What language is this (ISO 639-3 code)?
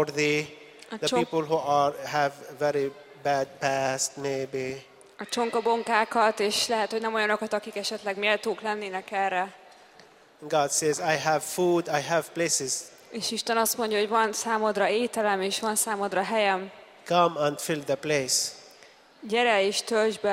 hun